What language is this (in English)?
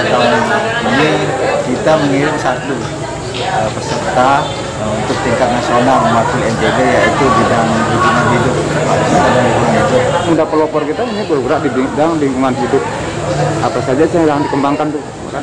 Indonesian